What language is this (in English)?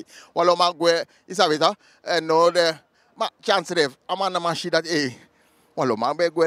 Sranan Tongo